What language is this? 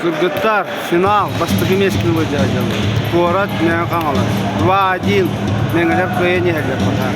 Yakut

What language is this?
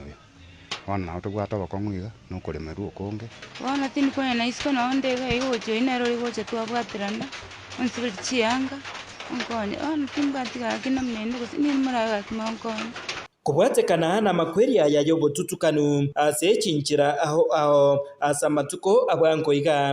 Gusii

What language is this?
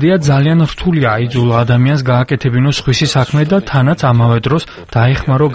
Georgian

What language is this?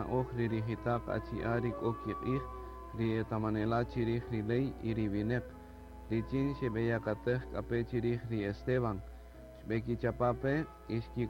Kaqchikel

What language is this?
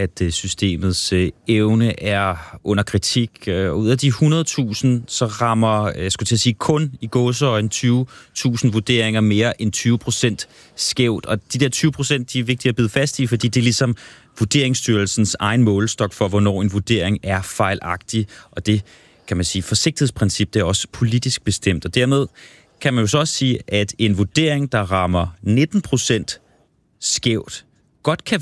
Danish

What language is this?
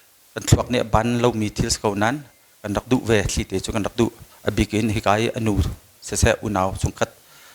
Hakha Chin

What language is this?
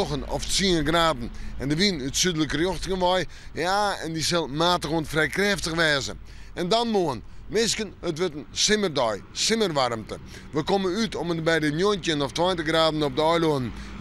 Western Frisian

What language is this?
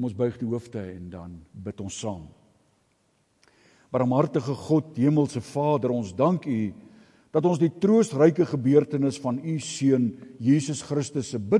Afrikaans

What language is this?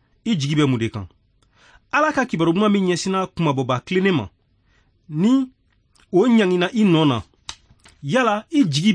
Bambara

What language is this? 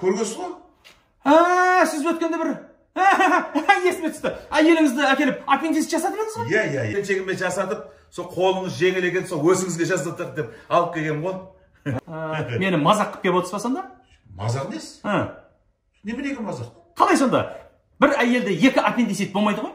Kazakh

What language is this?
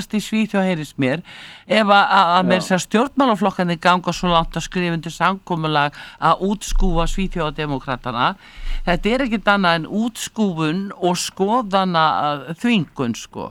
Icelandic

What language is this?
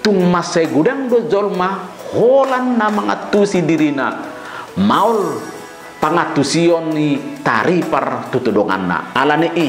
Batak Toba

